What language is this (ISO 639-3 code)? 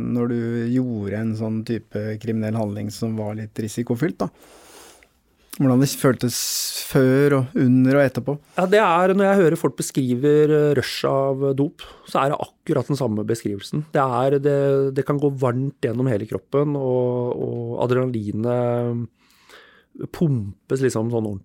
nor